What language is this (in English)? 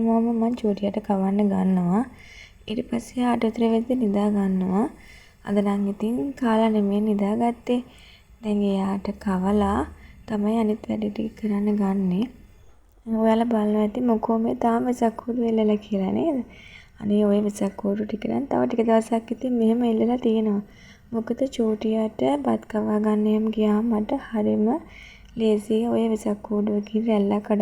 Sinhala